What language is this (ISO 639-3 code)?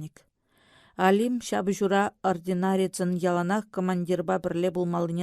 chv